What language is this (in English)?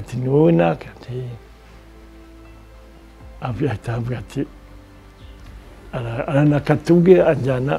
Kinyarwanda